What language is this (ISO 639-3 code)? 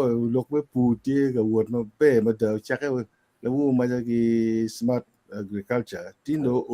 ach